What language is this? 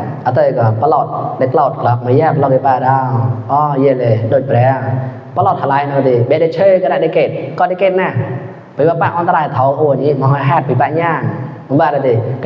Mon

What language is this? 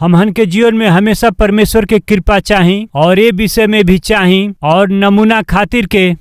Bhojpuri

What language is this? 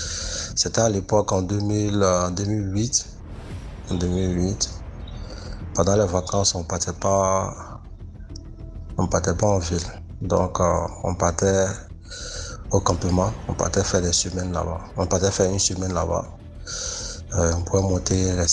French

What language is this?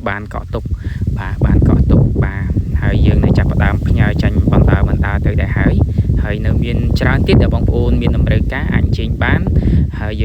Khmer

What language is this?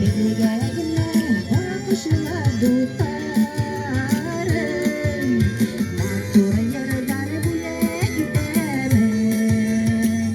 Bashkir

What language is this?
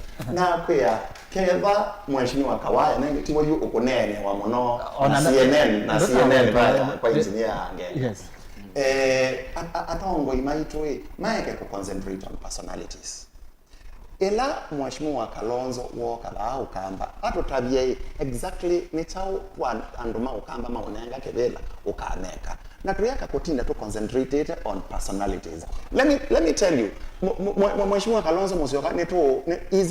Kamba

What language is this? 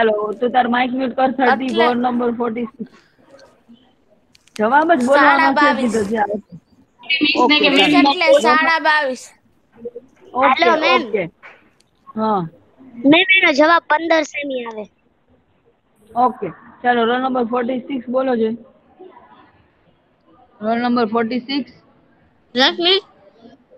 Gujarati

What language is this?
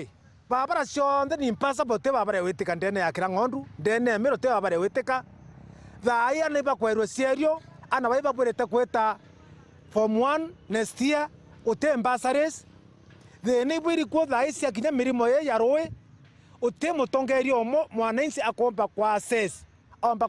Meru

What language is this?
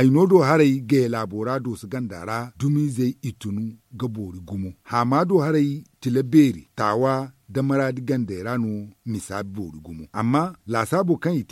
Zarma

